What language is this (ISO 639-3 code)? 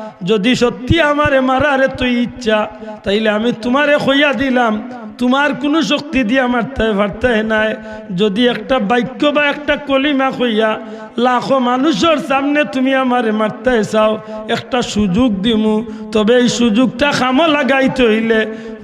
syl